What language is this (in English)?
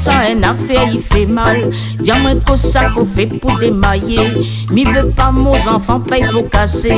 Réunion Creole French